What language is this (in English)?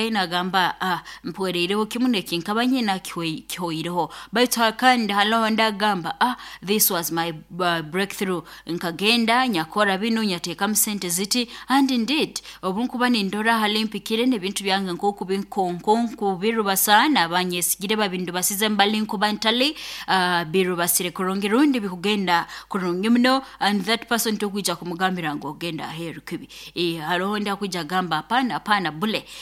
Nyankole